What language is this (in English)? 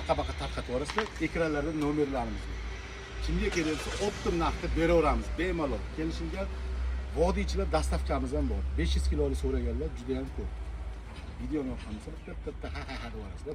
Uzbek